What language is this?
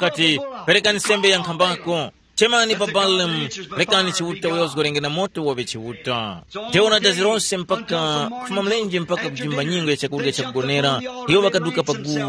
Tumbuka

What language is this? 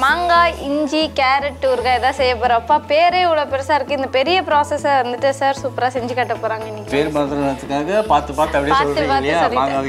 Tamil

